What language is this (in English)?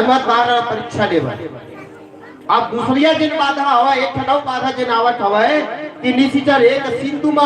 Chhattisgarhi